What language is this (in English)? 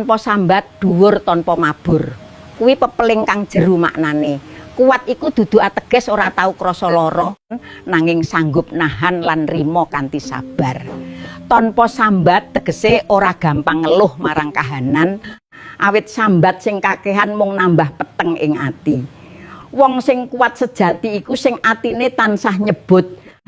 Javanese